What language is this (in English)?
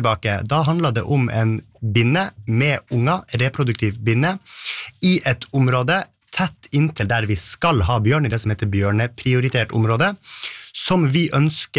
Norwegian